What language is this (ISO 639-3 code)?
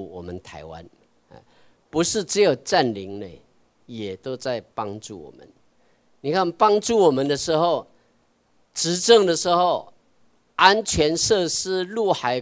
zho